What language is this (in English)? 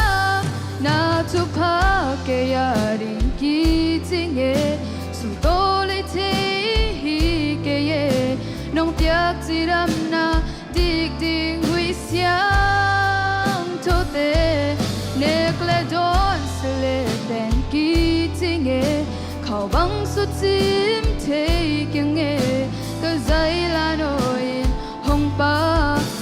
Tedim Chin